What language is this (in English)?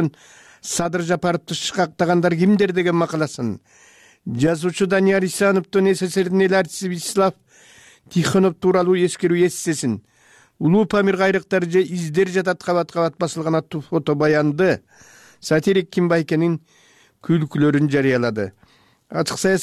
Kyrgyz